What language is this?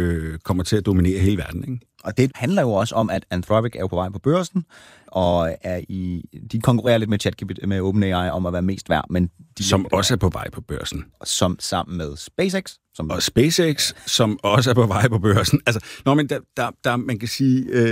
Danish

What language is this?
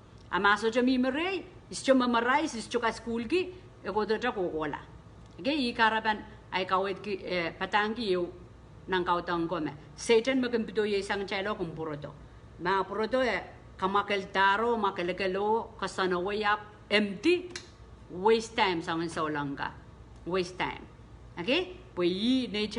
Pohnpeian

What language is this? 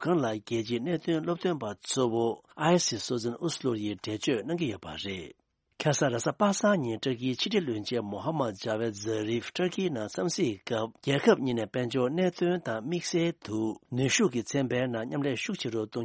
Tibetan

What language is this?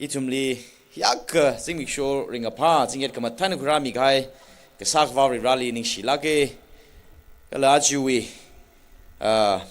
Tangkhul Naga (India)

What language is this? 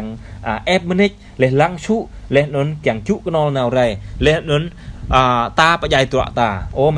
Jarai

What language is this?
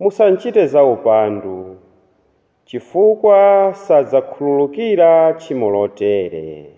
Nyanja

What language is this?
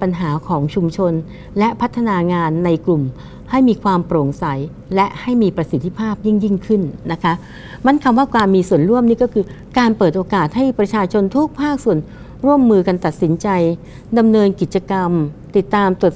Thai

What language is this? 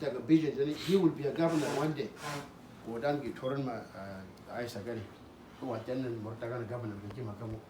Uduk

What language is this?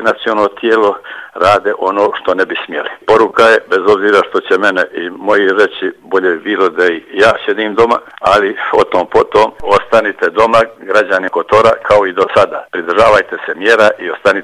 Serbian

